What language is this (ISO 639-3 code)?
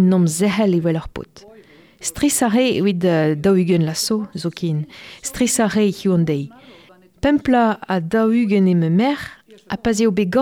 bre